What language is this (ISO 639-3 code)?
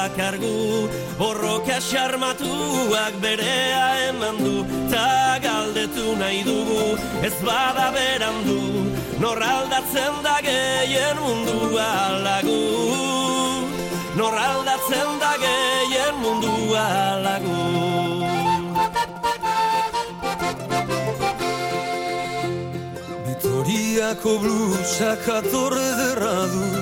eus